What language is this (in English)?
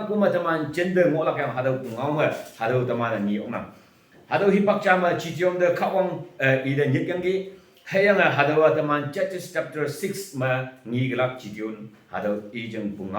Konyak Naga